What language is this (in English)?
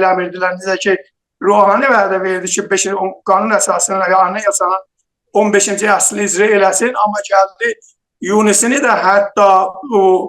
South Azerbaijani